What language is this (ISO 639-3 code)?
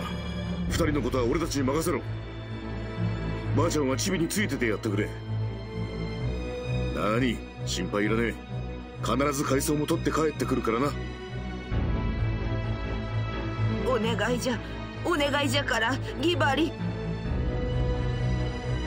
jpn